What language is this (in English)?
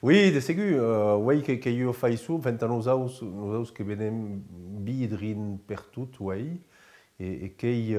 Occitan